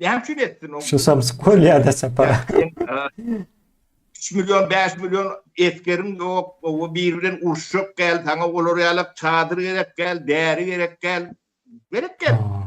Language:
Turkmen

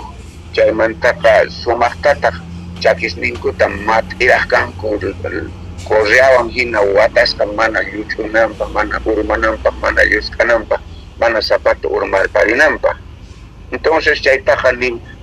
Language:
South Bolivian Quechua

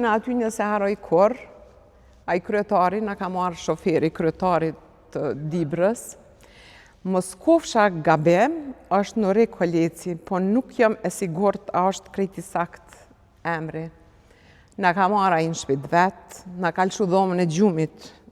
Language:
Albanian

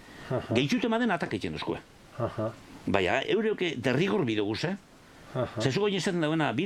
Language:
Basque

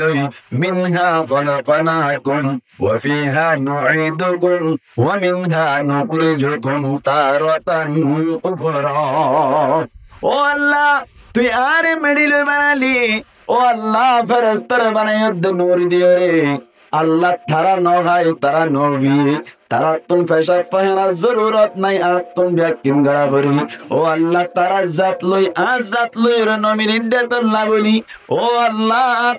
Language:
Rohingya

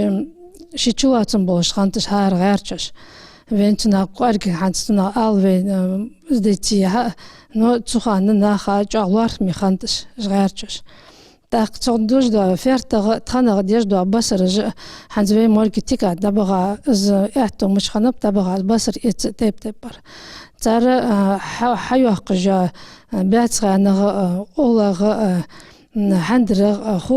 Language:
Ingush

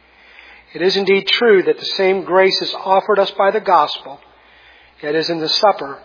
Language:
English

